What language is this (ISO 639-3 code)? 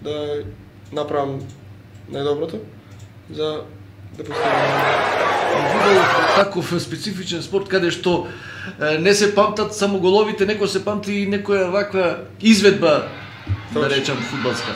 mkd